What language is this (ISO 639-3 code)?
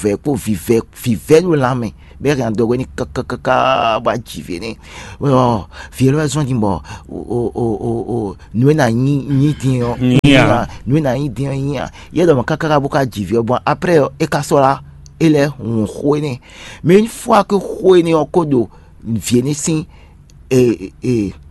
fon